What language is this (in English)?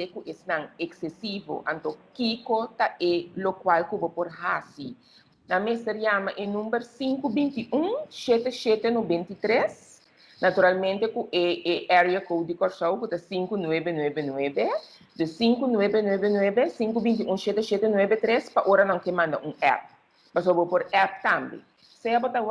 Papiamento